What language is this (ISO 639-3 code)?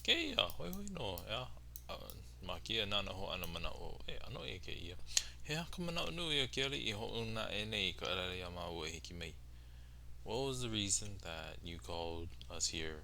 haw